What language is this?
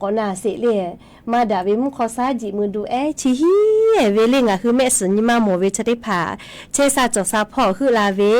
Lahu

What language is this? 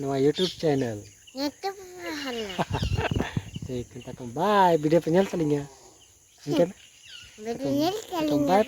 Santali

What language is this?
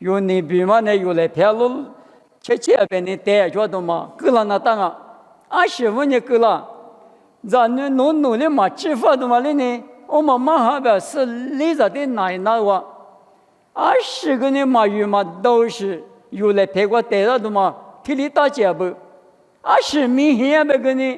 Lisu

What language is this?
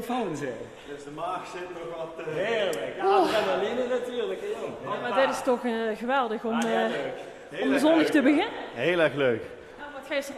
Limburgish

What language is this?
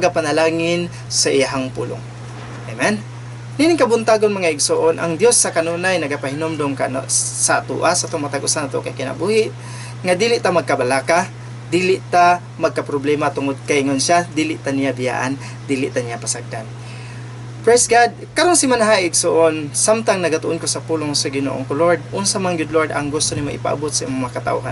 Cebuano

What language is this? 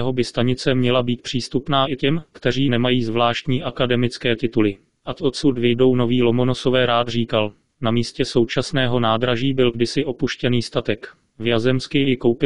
Czech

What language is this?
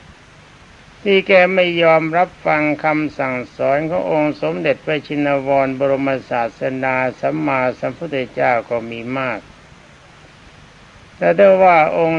Thai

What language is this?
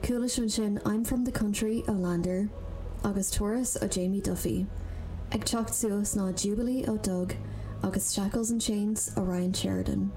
Irish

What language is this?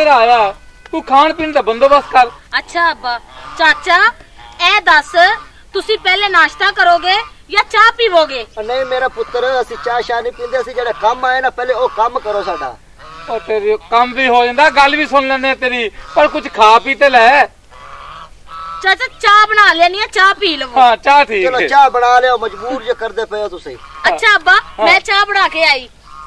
Punjabi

